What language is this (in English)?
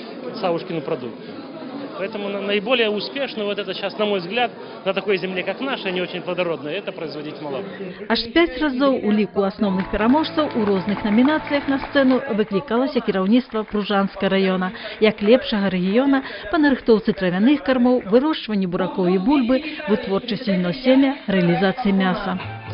Belarusian